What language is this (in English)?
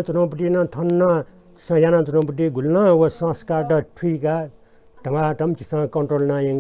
Newari